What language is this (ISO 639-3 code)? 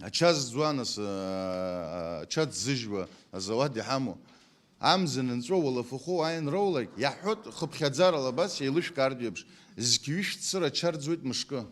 abk